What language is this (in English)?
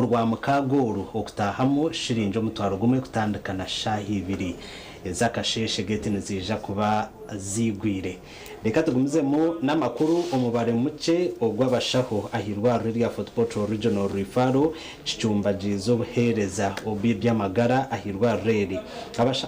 Nyankole